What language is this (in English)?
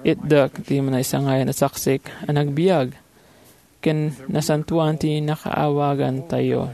Iloko